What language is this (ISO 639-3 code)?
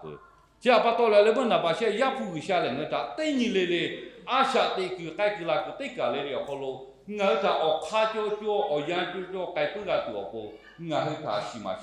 lhu